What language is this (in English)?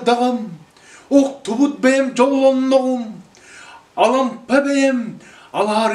Yakut